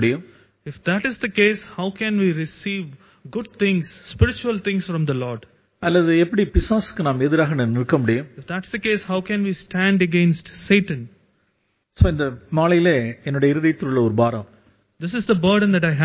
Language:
Tamil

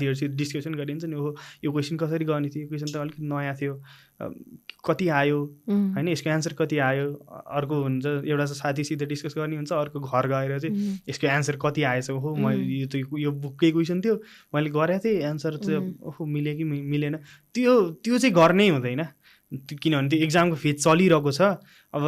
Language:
Nepali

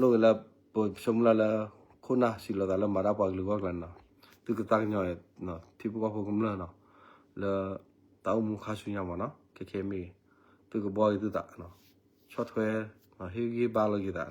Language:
S'gaw Karen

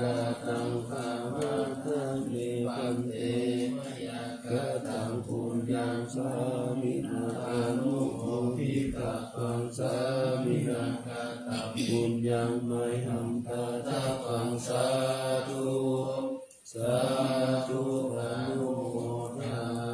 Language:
Pali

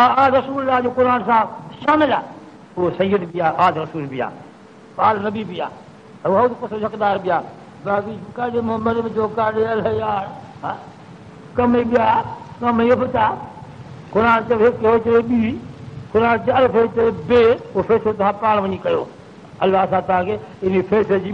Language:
Sindhi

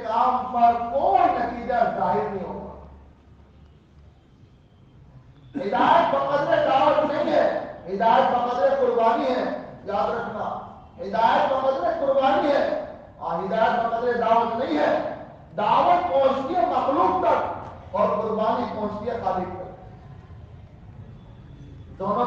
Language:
Urdu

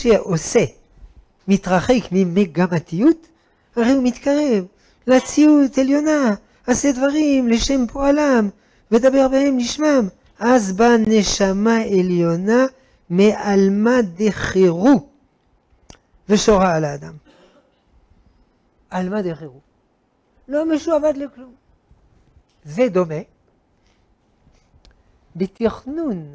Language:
Hebrew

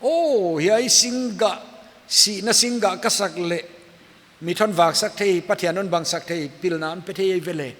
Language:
Paite Chin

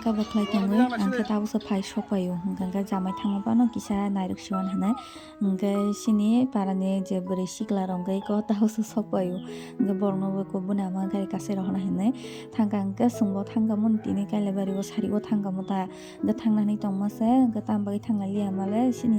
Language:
Kok Borok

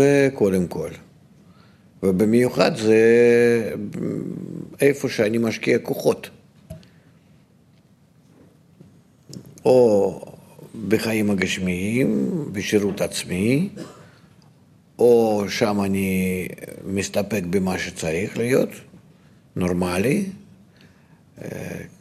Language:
Hebrew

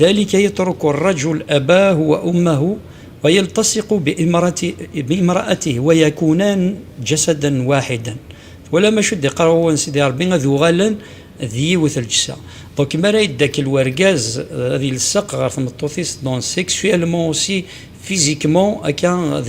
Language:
Kabyle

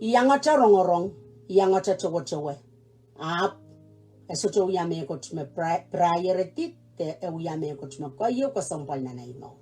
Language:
Pohnpeian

